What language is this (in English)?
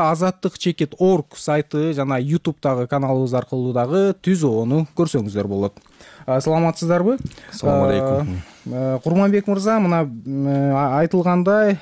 Kyrgyz